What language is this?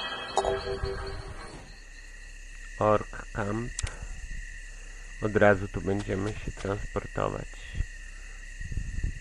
Polish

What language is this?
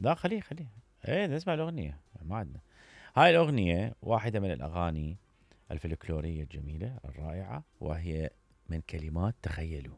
Mesopotamian Arabic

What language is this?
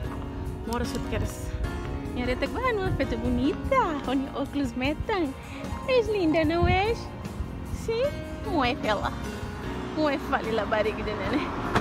Tetum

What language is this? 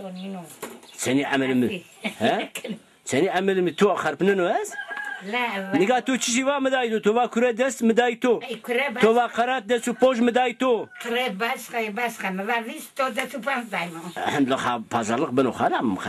Zaza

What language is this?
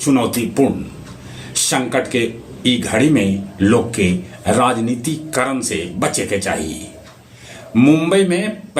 Magahi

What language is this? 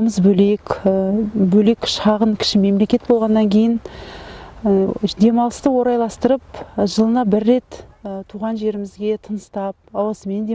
Kazakh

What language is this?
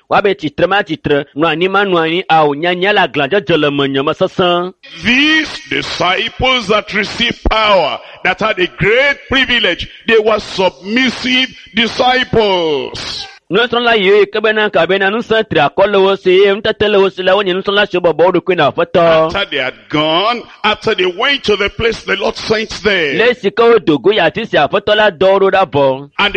Ewe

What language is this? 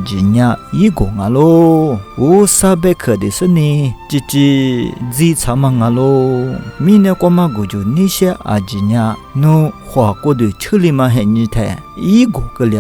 Lisu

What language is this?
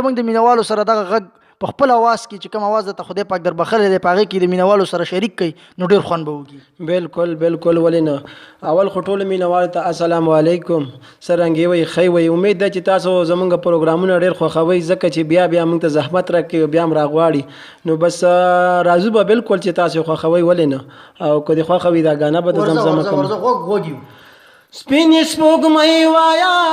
Pashto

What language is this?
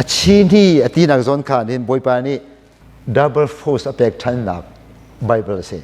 Hakha Chin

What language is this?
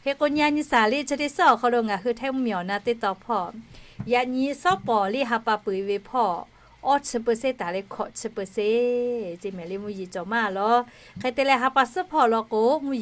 Lahu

